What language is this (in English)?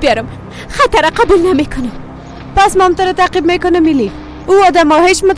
Persian